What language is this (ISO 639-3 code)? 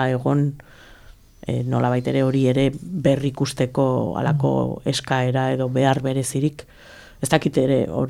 eus